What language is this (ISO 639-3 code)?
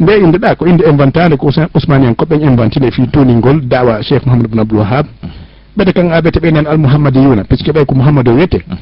ful